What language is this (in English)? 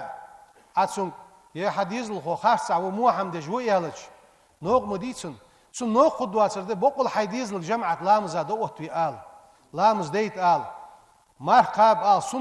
Ingush